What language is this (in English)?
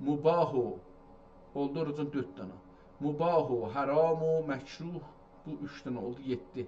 South Azerbaijani